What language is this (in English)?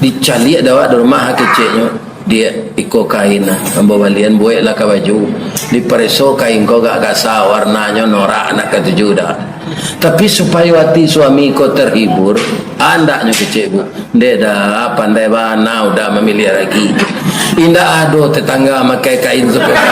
Minangkabau